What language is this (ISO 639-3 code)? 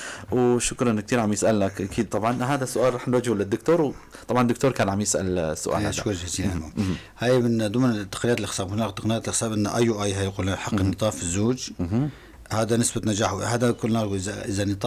apc